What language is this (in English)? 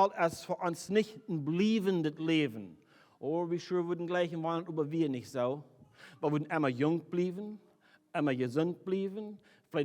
Plautdietsch